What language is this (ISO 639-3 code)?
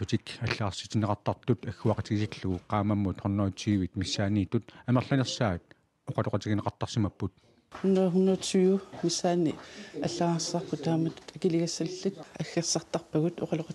kal